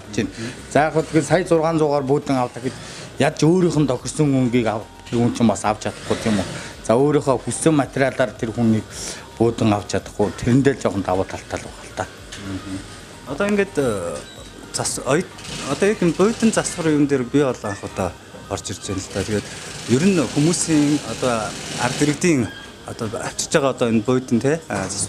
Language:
Mongolian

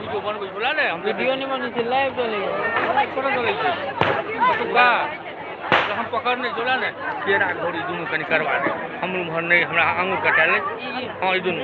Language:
Maithili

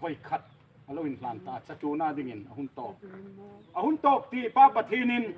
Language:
Hmar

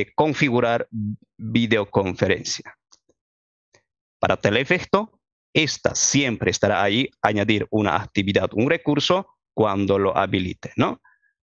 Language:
Spanish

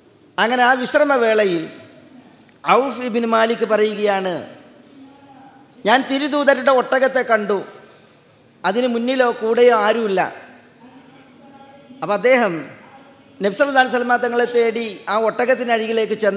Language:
Malayalam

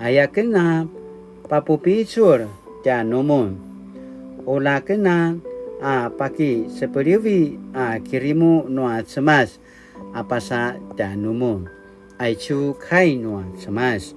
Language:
Paiwan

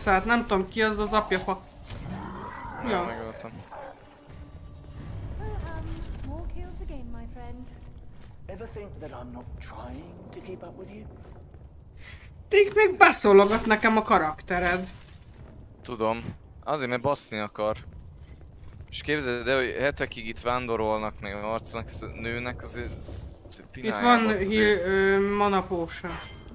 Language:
Hungarian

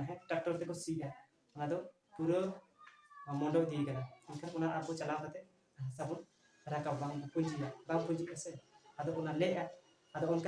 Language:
Santali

